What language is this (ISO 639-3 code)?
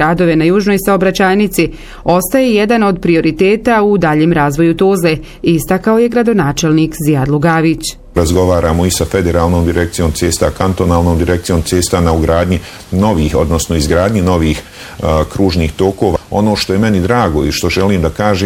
bos